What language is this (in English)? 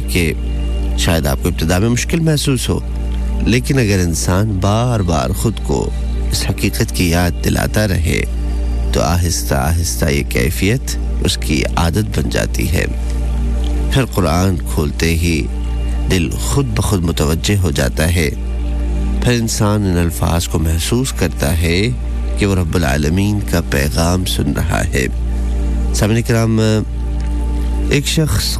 Urdu